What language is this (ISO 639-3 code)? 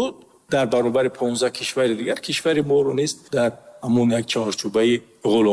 tgk